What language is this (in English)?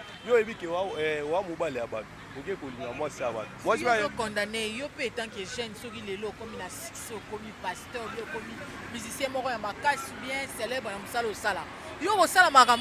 Lingala